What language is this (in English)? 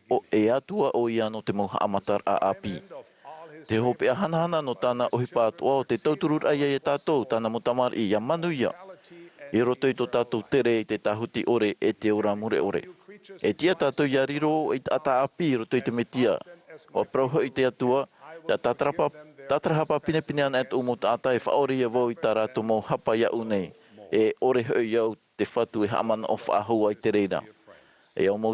Tahitian